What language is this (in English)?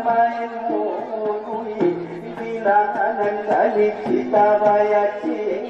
Batak Angkola